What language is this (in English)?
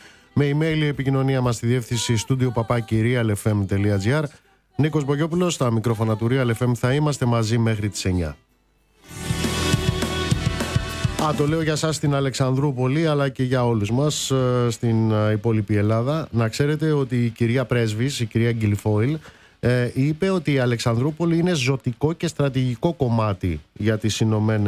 Greek